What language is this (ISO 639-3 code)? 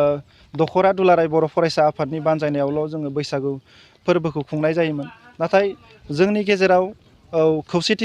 brx